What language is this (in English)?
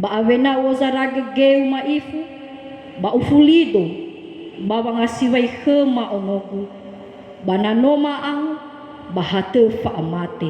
Nias